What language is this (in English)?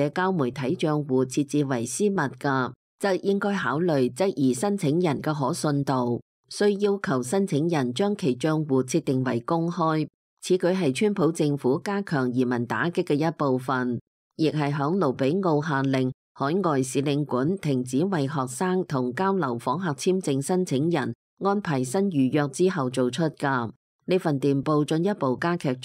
Cantonese